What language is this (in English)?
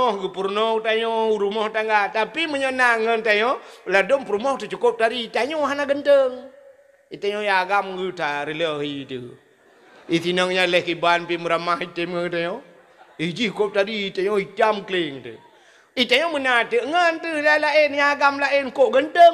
Achinese